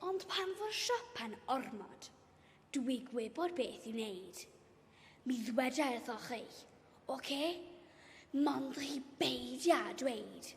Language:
Welsh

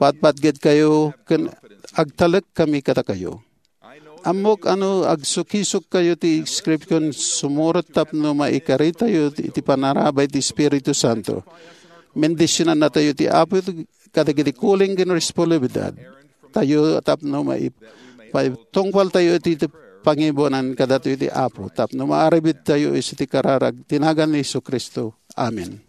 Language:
Iloko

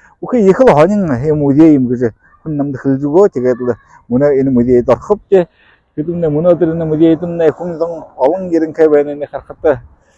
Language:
Buriat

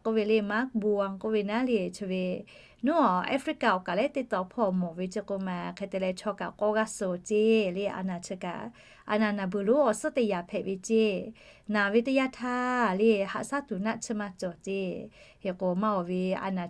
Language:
Lahu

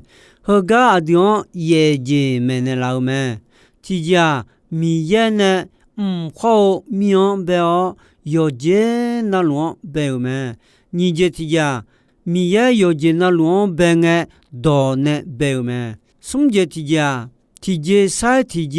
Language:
Akha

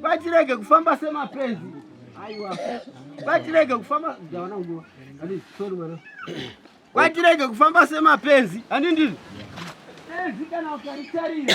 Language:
Shona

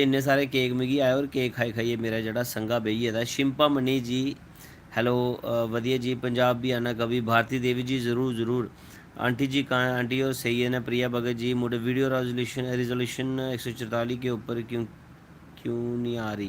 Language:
Dogri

